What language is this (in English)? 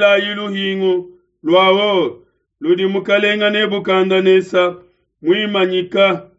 Luba-Lulua